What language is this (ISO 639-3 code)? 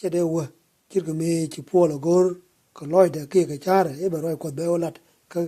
nus